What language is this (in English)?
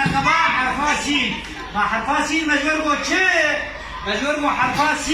Kurdish